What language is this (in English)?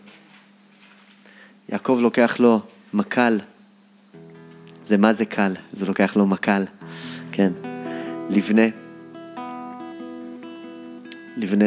Hebrew